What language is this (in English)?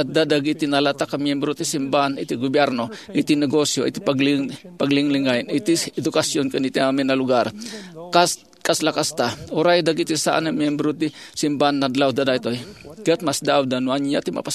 Iloko